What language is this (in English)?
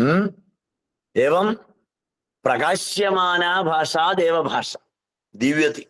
Sanskrit